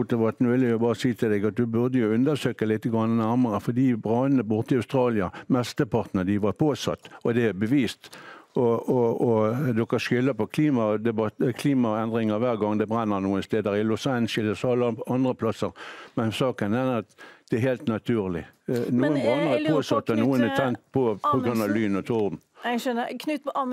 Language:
Norwegian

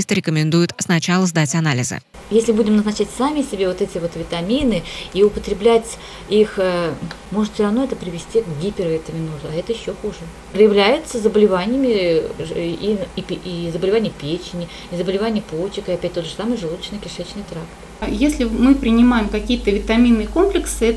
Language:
Russian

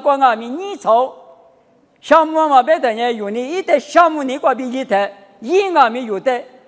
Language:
Lisu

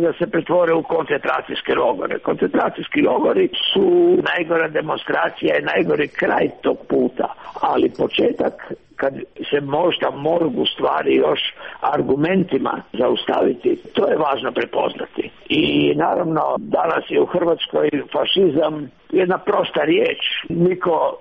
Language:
Croatian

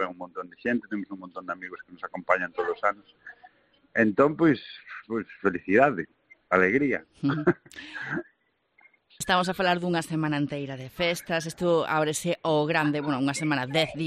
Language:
Galician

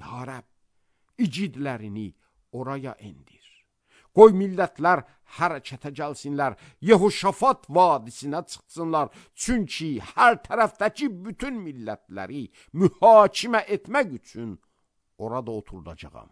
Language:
Azerbaijani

